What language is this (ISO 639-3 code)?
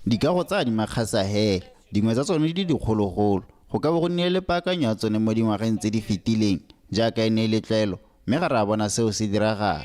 tsn